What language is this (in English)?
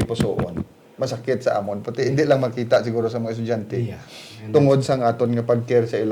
Hiligaynon